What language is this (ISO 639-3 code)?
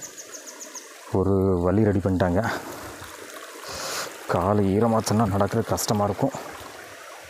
tam